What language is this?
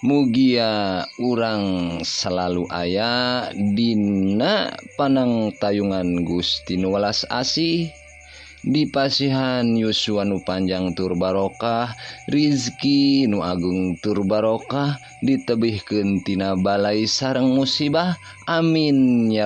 Sundanese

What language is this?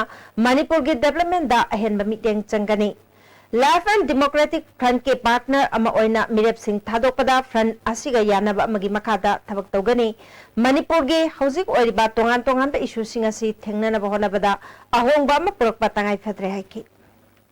Manipuri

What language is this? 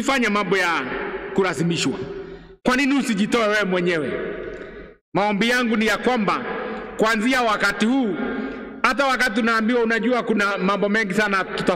Swahili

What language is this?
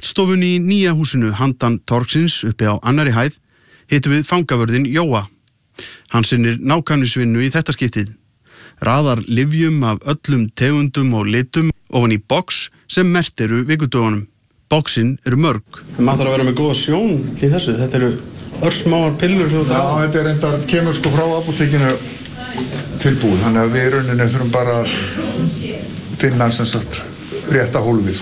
Icelandic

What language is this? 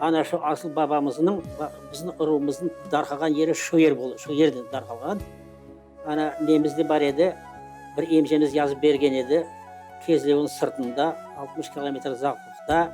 Crimean Tatar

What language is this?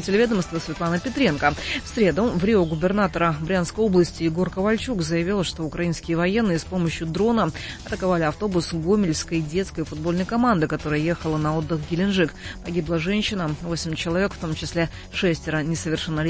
Russian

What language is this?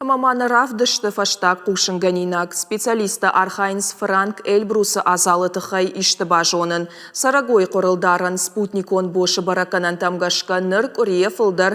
Ossetic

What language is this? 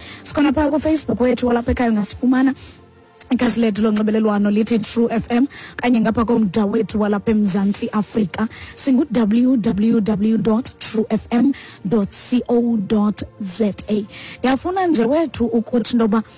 Xhosa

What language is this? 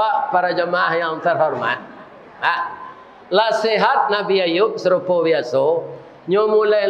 Minangkabau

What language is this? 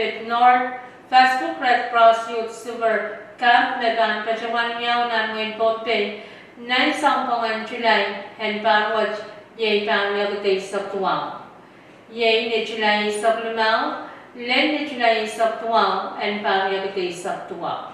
Pohnpeian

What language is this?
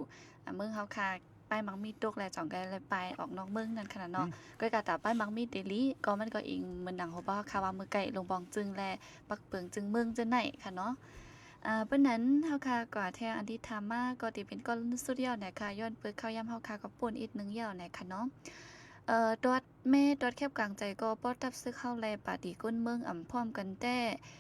Shan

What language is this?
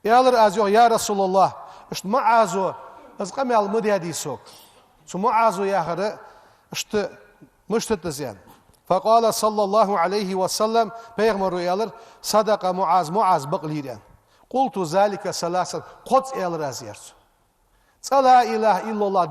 Ingush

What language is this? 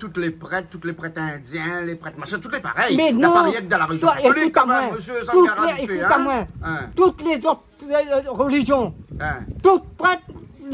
Réunion Creole French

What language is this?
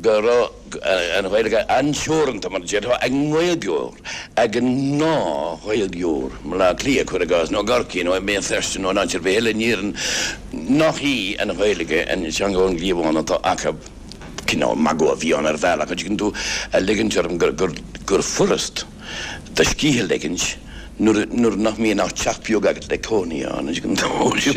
Irish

